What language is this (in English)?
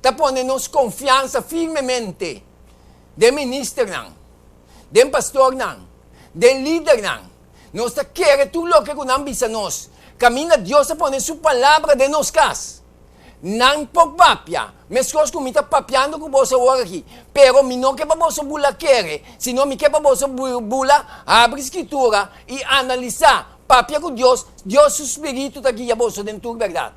Papiamento